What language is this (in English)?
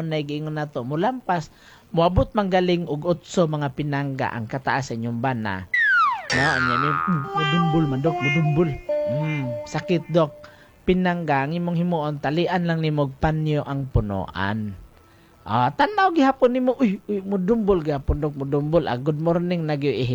Cebuano